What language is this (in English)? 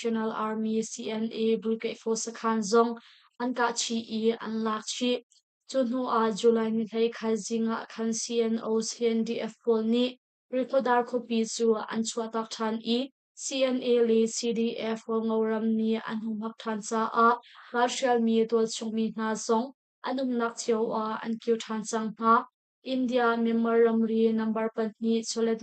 Hakha Chin